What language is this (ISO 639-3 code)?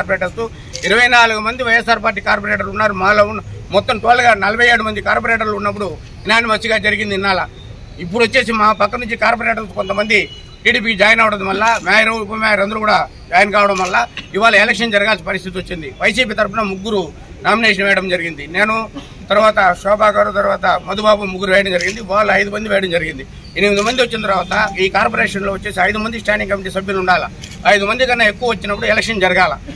tel